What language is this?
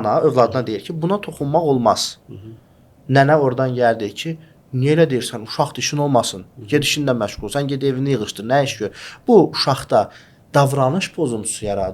Azerbaijani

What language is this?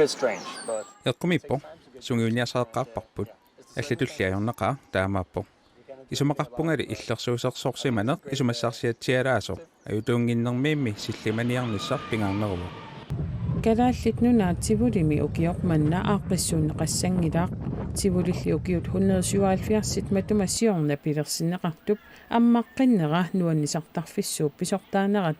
Kalaallisut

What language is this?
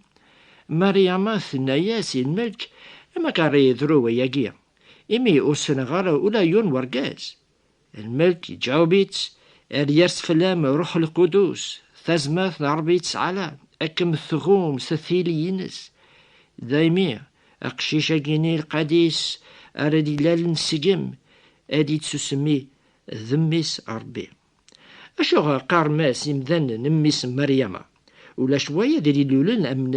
Kabyle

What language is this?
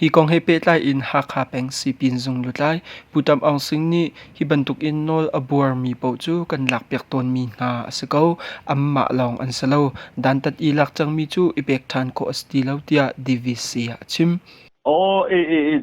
Hakha Chin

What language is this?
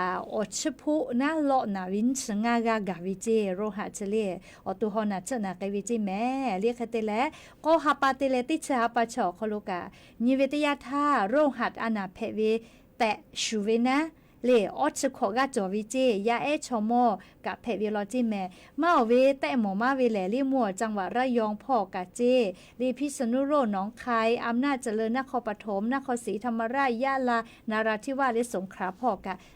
Lahu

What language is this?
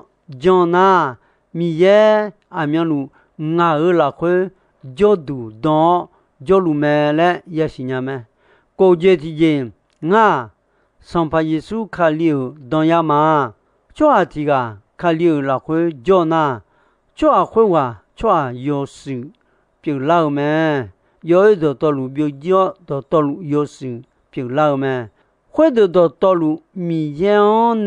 Akha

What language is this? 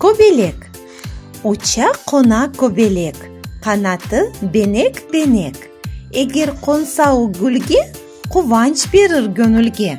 Crimean Tatar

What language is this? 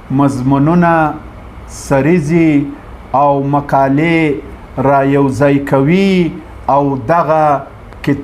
Pashto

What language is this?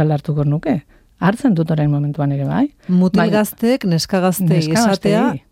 Basque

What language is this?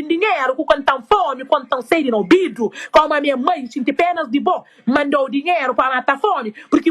Kabuverdianu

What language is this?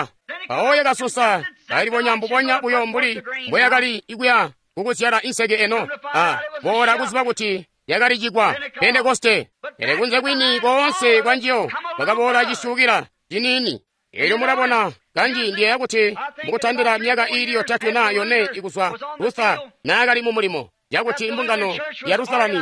Tonga (Zambia)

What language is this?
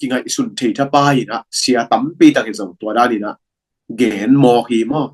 Tedim Chin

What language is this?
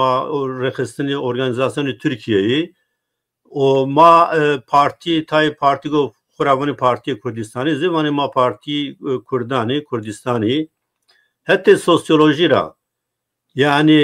Zaza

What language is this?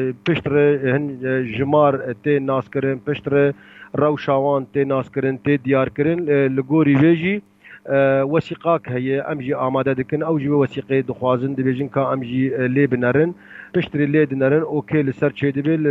Kurdish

